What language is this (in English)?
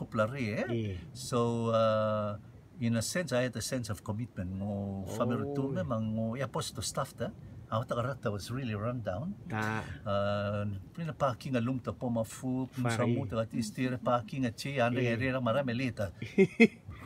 Rotuman